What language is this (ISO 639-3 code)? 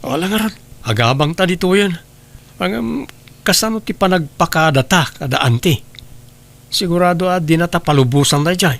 ilo